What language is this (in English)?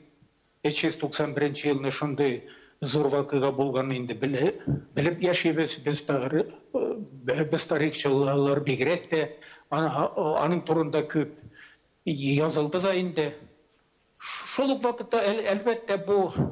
Tatar